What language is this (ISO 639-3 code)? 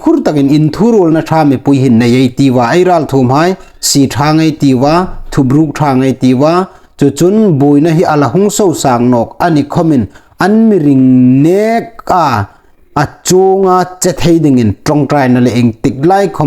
hmr